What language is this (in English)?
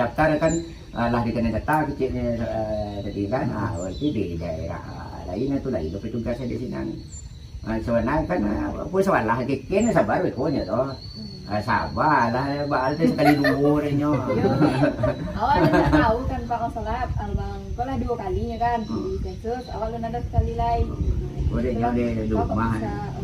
Minangkabau